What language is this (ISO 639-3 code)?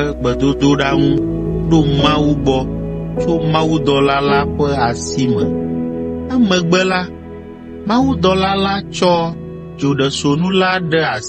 ewe